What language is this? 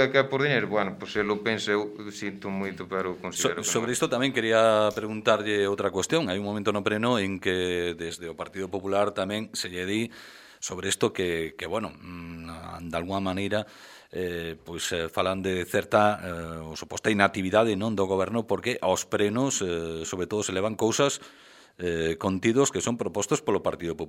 Galician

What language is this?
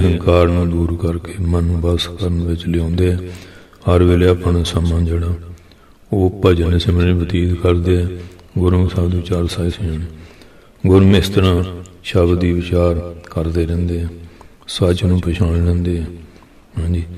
Punjabi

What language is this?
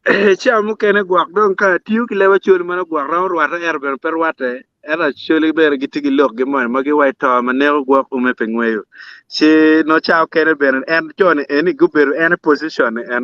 Acoli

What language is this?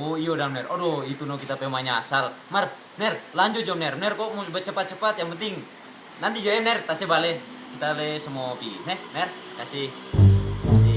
Manado Malay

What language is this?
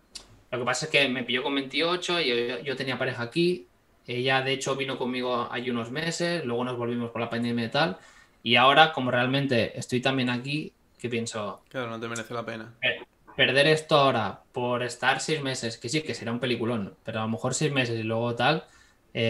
Spanish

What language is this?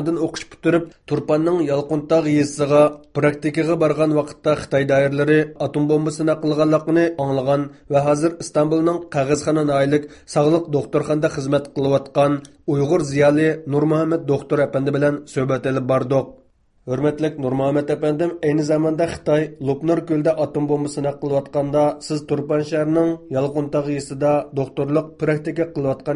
Uyghur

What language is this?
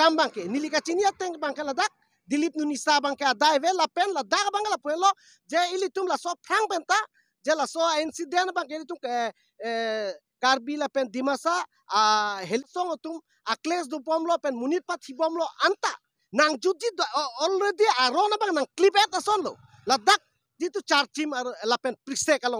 Karbi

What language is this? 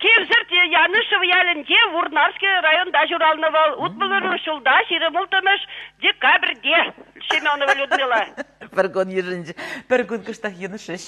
Chuvash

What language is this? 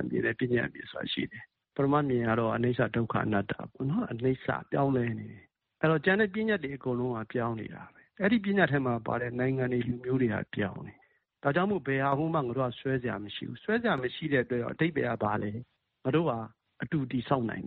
Burmese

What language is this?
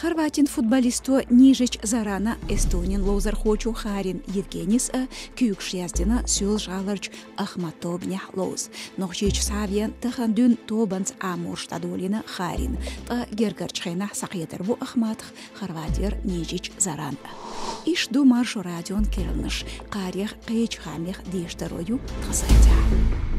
Chechen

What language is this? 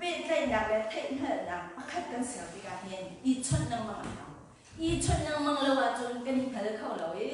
Hakha Chin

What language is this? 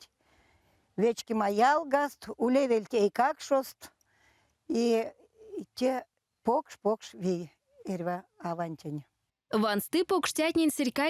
Erzya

